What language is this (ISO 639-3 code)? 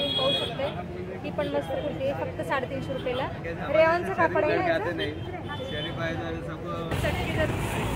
mar